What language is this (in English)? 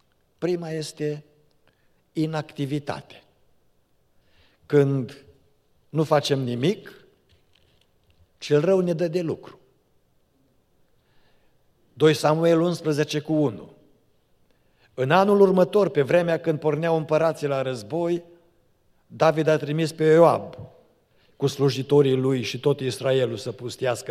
Romanian